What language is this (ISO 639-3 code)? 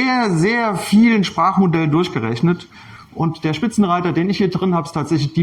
deu